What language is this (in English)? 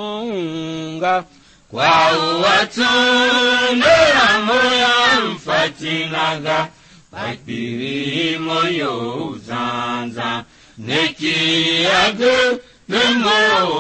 Tiv